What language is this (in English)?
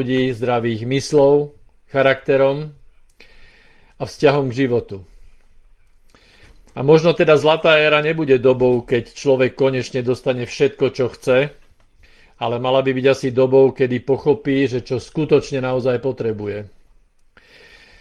Slovak